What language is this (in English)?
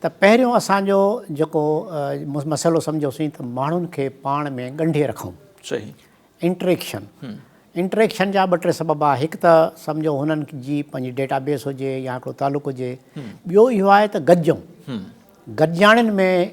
Sindhi